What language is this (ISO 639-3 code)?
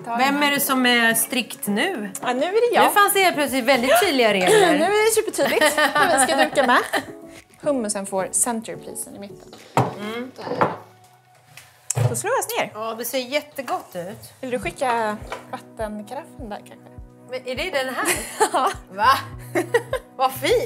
swe